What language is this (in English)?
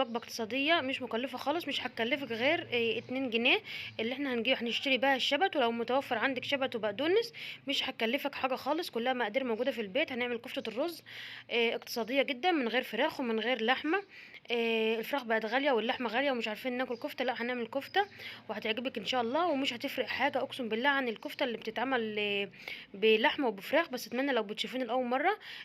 Egyptian Arabic